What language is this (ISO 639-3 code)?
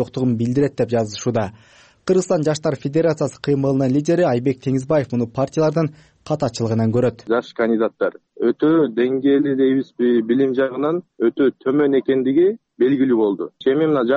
kir